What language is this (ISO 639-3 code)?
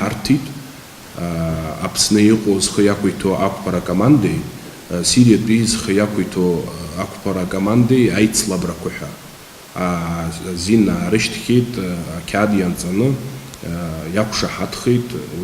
abk